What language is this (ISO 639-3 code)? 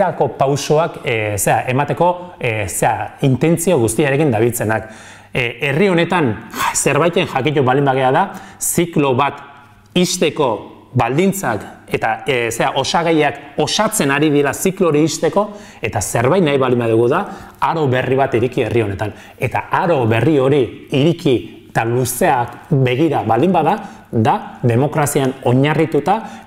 eus